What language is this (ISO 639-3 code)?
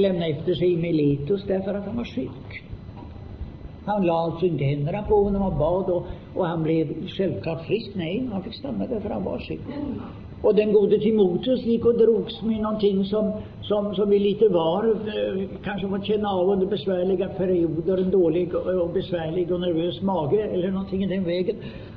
swe